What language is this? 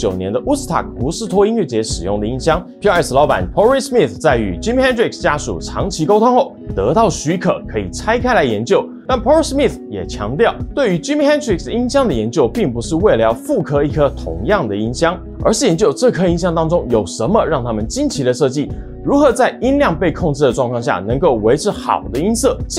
Chinese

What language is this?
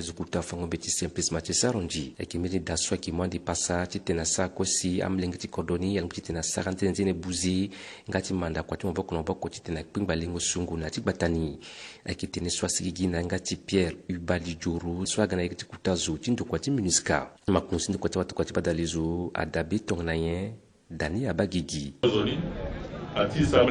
Sango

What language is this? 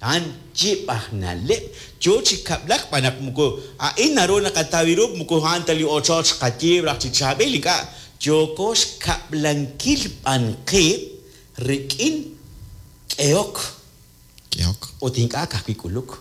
Kekchí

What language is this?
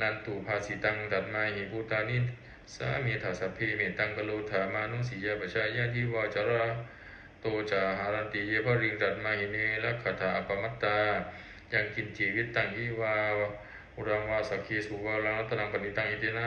Pali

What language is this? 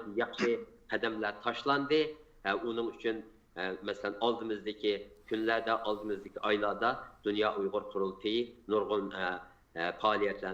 Uyghur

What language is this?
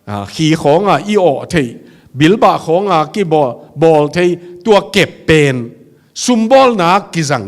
Tedim Chin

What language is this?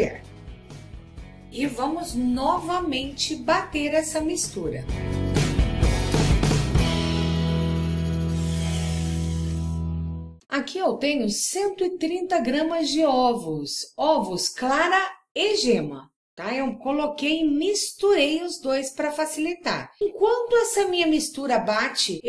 Portuguese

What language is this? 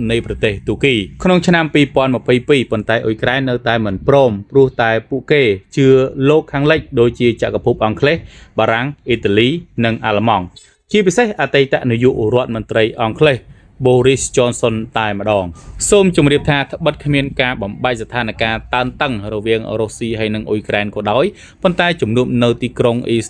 Khmer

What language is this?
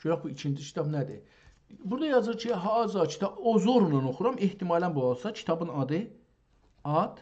South Azerbaijani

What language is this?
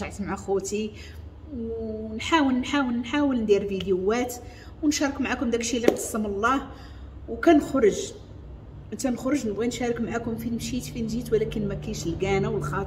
Moroccan Arabic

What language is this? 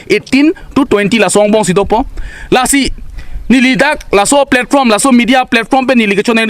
Karbi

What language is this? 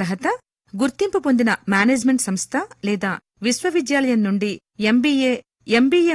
Telugu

